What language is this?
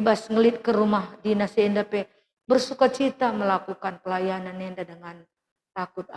Batak Karo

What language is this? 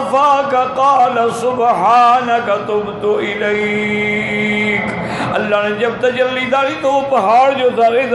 Urdu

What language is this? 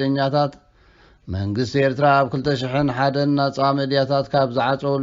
Tigrinya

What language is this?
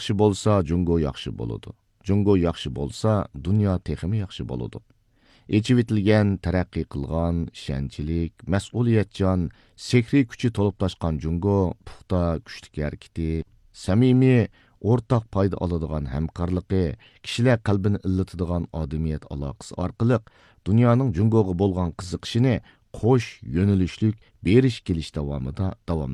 Uyghur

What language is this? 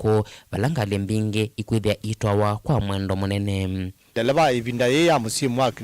Kamba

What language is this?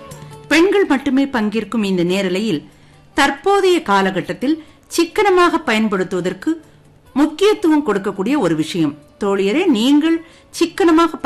Tamil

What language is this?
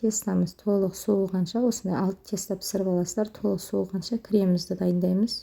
Kazakh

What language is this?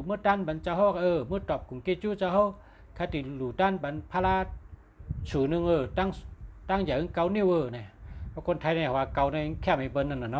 Shan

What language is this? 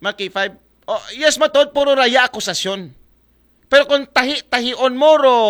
Aklanon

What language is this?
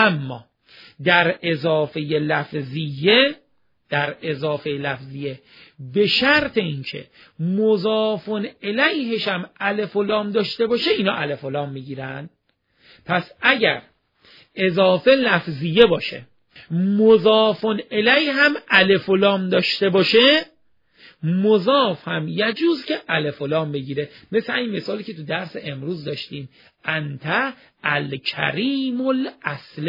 Persian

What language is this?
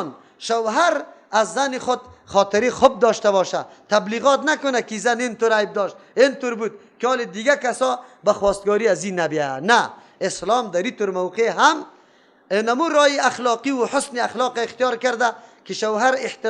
Persian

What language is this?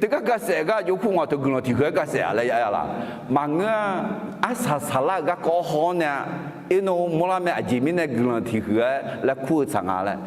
Akha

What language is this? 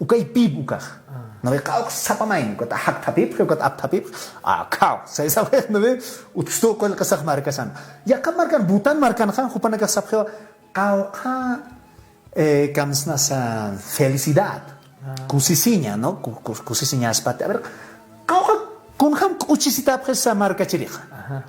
Aymara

